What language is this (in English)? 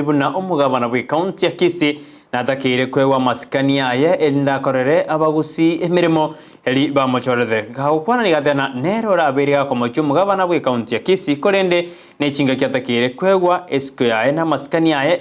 Gusii